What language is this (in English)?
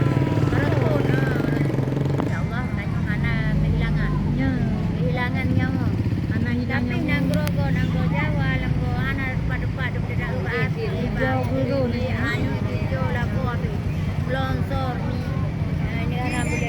Achinese